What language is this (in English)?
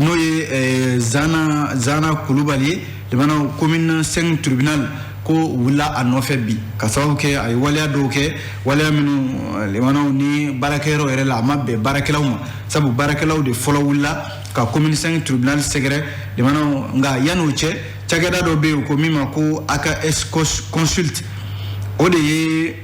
Bambara